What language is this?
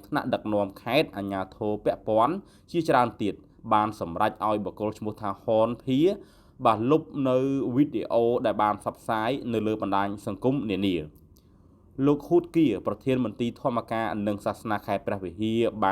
Khmer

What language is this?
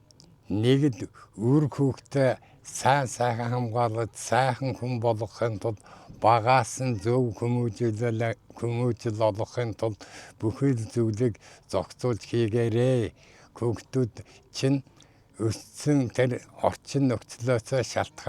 Mongolian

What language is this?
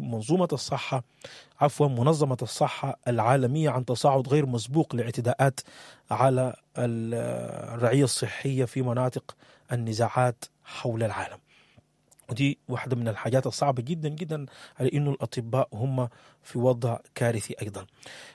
Sudanese Arabic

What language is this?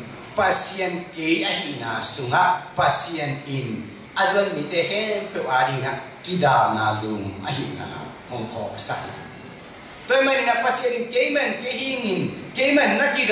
Tedim Chin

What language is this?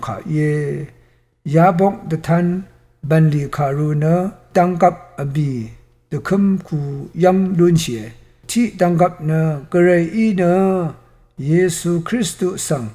Rawang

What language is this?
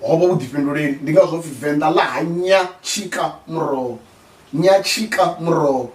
Venda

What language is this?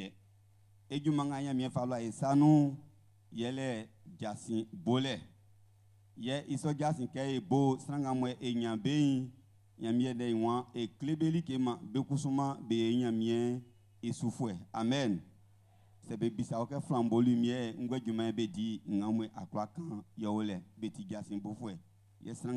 Baoulé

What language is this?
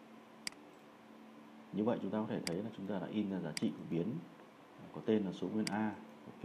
Vietnamese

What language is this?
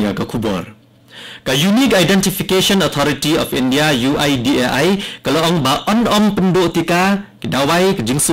Khasi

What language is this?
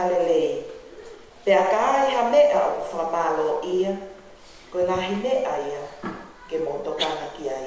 Tongan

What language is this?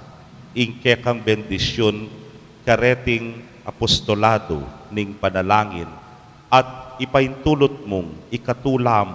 Pampanga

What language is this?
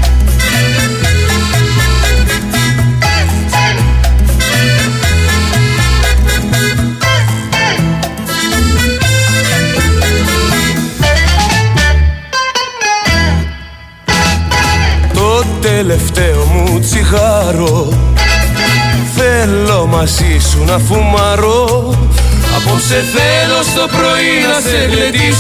Greek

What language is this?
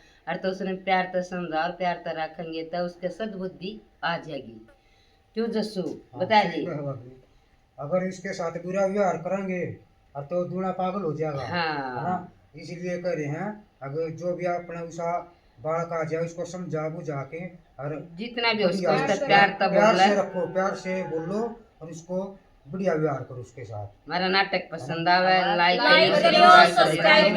Haryanvi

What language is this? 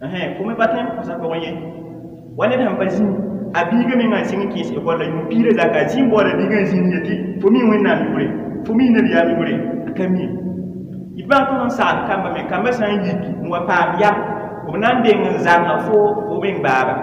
Mossi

